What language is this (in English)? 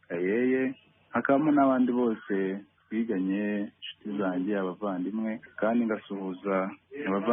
Kinyarwanda